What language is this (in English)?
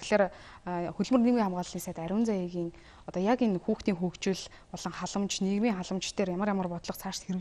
Mongolian